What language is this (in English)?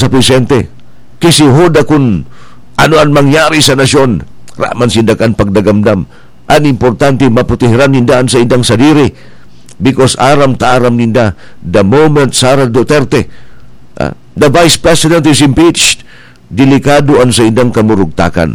Bikol